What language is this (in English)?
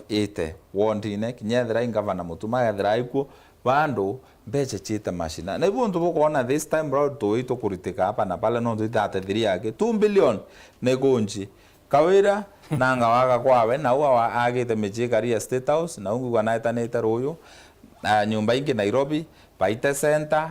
Meru